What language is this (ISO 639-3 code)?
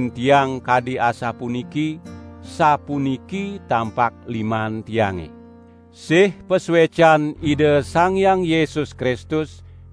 ban